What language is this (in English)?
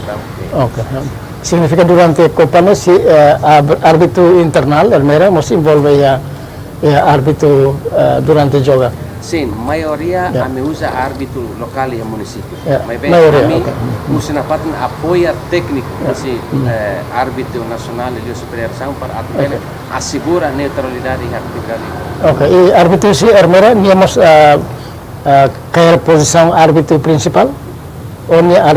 Tetum